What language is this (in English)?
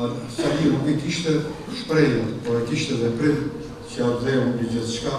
Albanian